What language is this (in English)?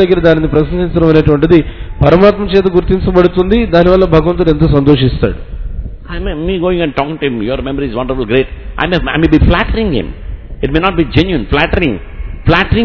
Telugu